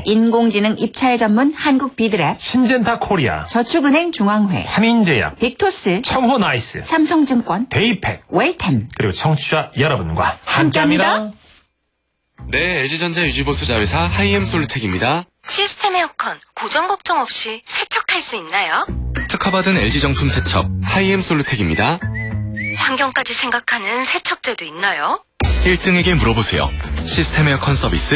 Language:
Korean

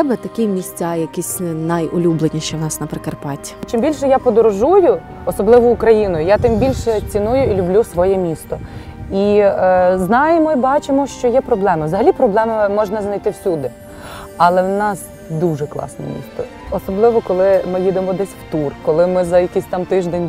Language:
Ukrainian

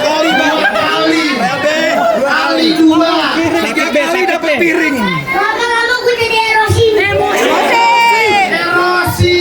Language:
Betawi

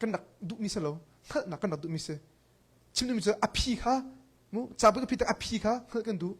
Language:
Hakha Chin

